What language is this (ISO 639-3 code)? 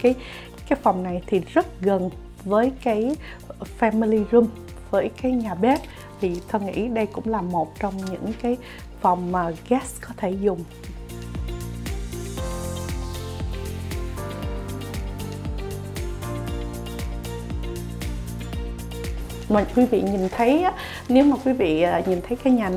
vie